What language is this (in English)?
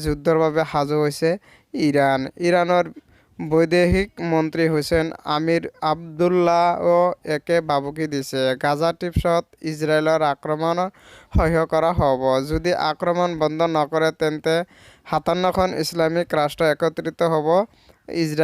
Assamese